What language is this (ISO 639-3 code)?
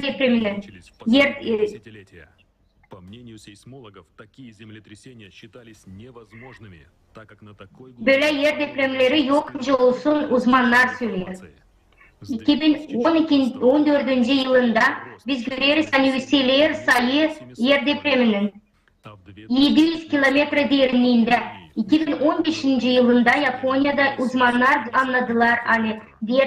gag